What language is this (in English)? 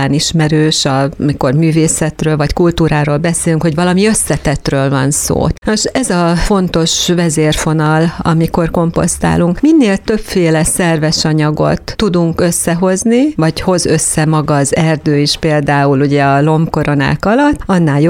Hungarian